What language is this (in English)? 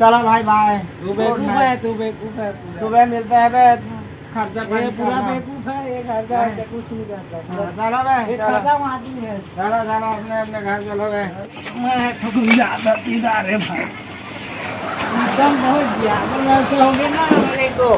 Chhattisgarhi